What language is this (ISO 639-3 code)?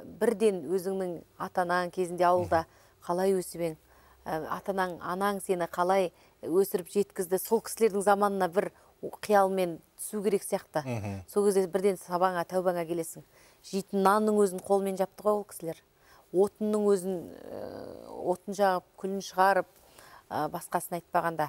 kaz